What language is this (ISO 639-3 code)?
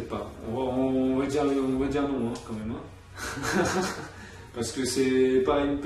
fra